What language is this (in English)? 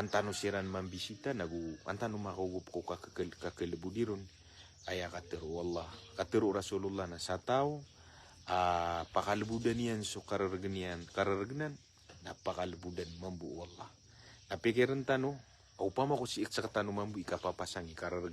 Maranao